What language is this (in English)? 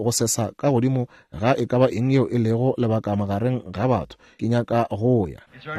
Northern Sotho